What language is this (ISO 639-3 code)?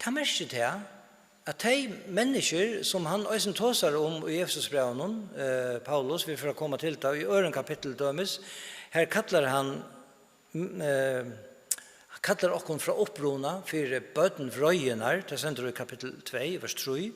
fao